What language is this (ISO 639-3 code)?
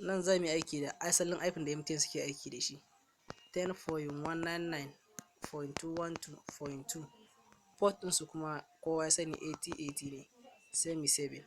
hau